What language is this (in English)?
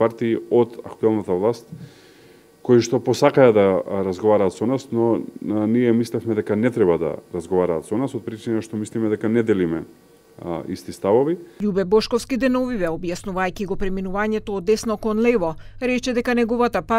Macedonian